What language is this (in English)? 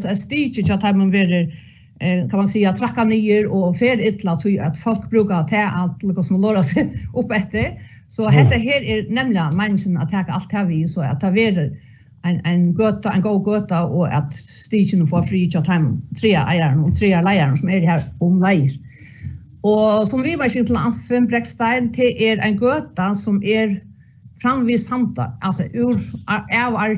Faroese